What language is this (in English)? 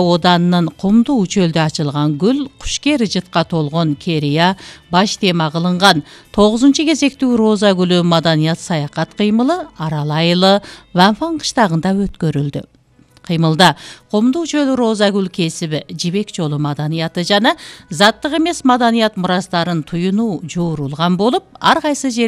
Kyrgyz